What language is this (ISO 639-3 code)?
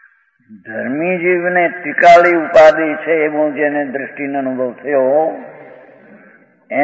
guj